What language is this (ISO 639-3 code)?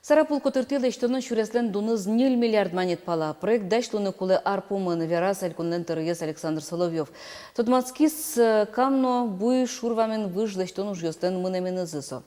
udm